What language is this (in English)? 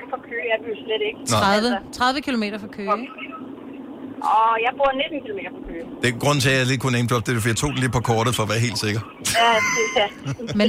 Danish